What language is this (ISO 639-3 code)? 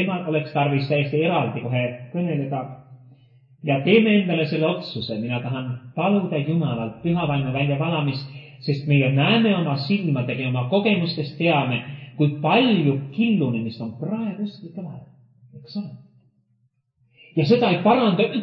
est